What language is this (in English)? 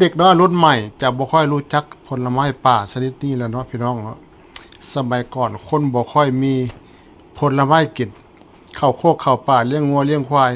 Northeastern Thai